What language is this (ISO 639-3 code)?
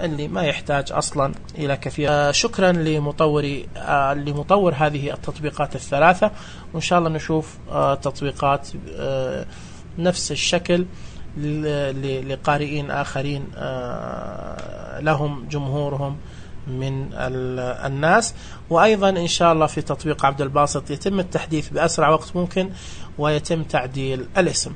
ars